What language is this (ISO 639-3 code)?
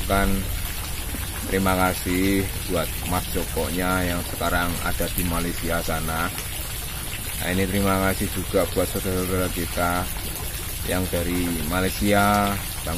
ind